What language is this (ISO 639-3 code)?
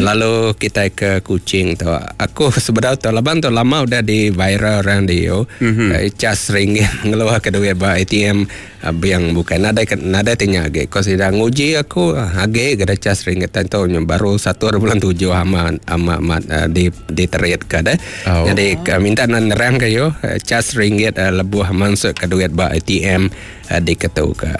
iba